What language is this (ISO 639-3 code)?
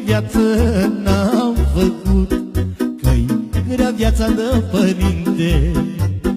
ron